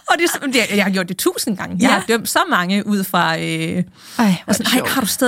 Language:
Danish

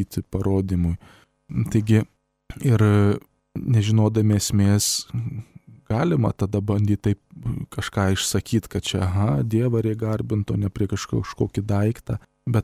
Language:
Lithuanian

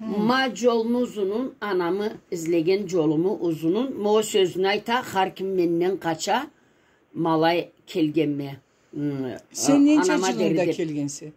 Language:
Karachay-Balkar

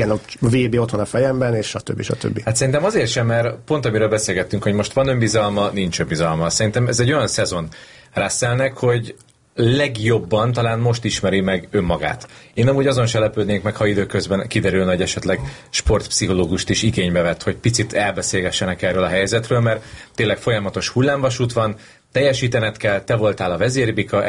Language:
Hungarian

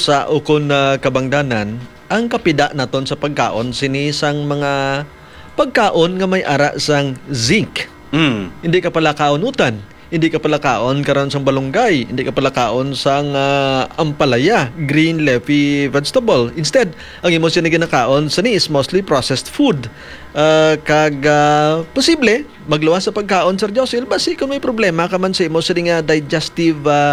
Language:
Hiligaynon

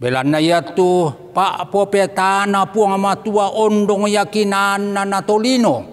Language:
Toraja-Sa'dan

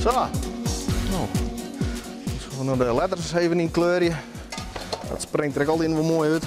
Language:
Western Frisian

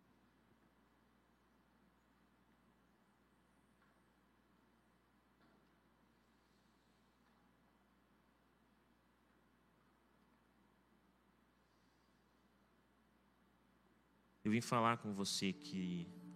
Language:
Portuguese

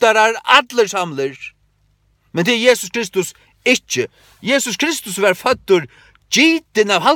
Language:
Faroese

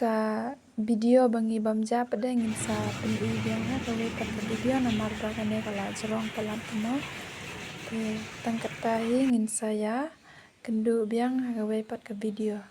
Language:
Khasi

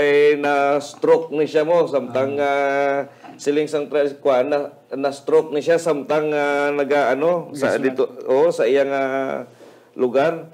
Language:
Hiligaynon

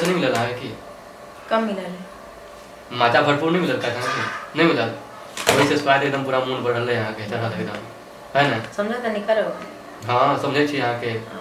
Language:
Maithili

